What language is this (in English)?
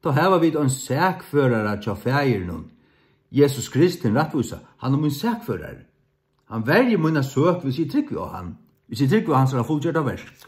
Faroese